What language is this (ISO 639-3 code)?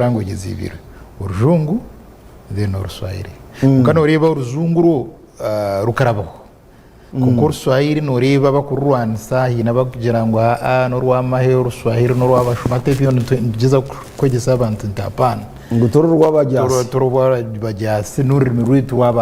nyn